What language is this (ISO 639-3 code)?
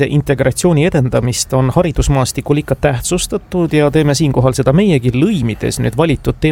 est